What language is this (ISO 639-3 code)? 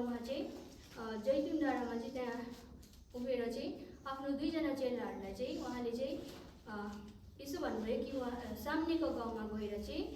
nep